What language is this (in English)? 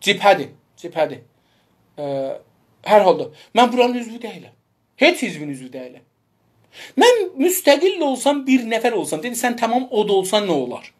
South Azerbaijani